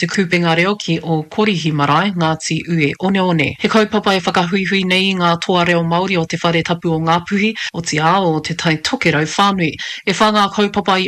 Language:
Māori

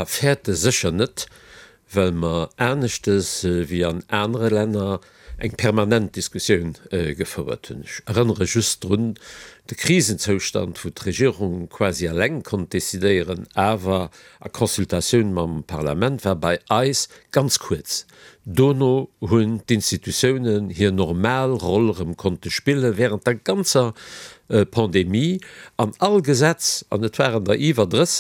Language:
Luxembourgish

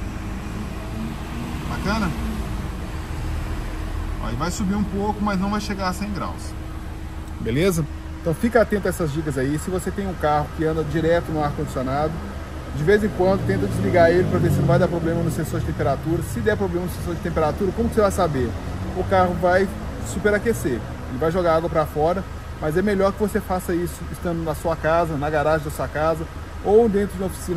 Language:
Portuguese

